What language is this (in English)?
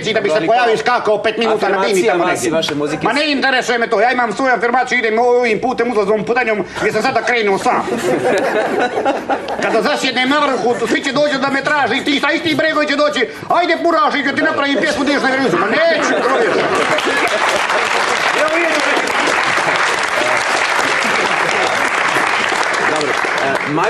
Serbian